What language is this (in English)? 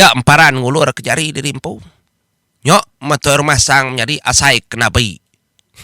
Iban